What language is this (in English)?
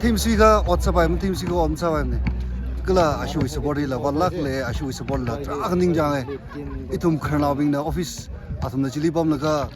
Tangkhul Naga (India)